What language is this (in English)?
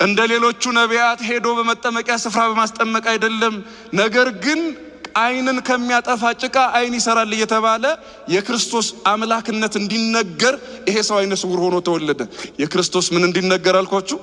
Amharic